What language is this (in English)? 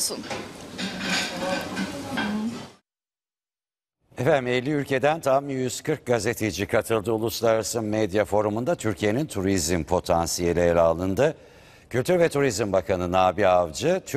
Turkish